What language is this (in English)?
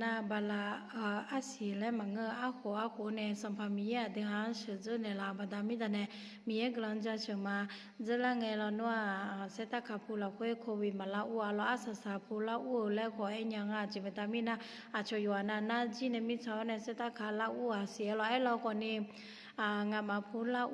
Akha